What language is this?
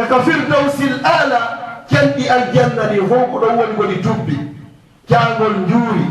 Fula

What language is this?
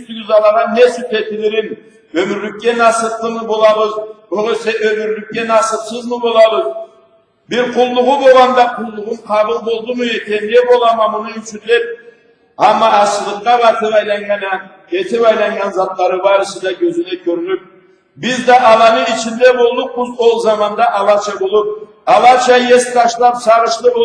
Karachay-Balkar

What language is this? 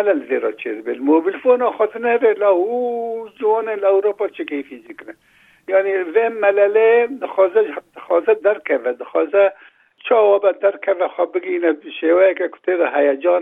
Kurdish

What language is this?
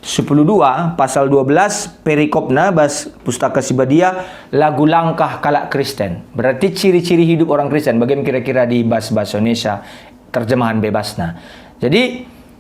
Batak Karo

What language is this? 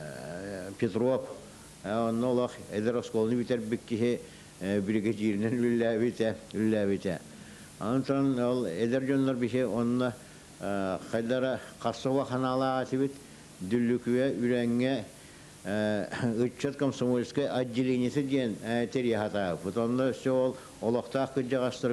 Yakut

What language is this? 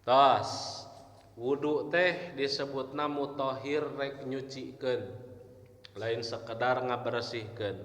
Sundanese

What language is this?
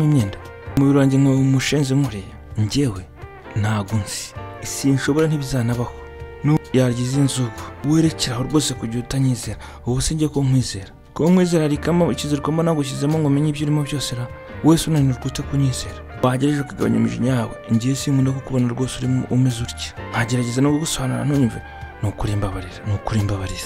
Kinyarwanda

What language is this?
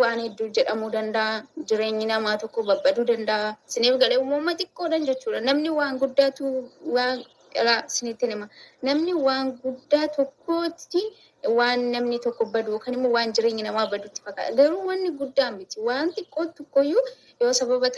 Oromo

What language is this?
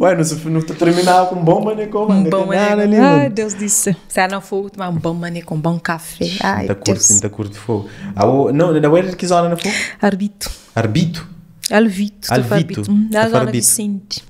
Kabuverdianu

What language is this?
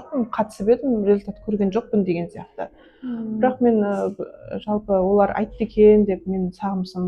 Kazakh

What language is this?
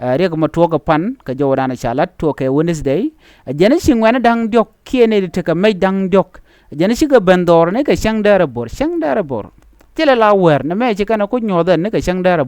Nuer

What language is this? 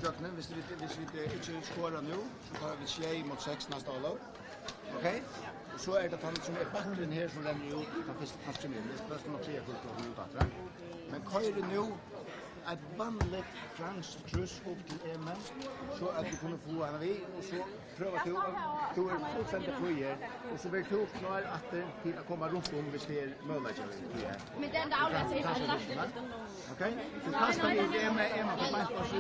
Faroese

